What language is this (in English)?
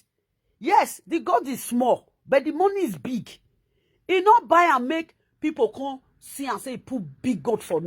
Nigerian Pidgin